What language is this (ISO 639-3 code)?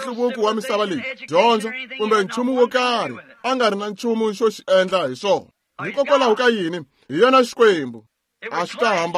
tso